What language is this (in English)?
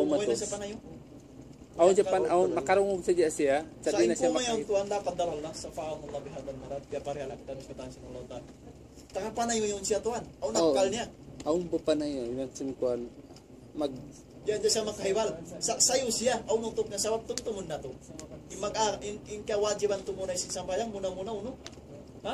Tausug